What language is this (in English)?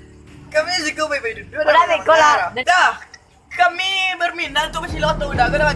Minangkabau